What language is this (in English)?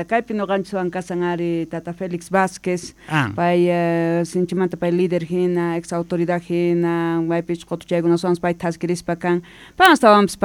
Quechua